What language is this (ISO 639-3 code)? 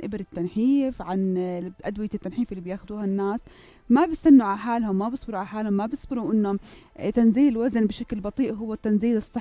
apc